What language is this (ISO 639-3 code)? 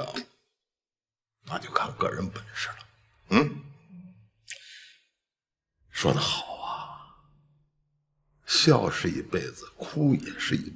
zho